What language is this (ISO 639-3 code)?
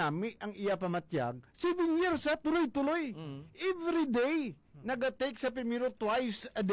hil